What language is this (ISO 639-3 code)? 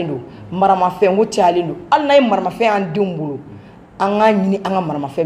bam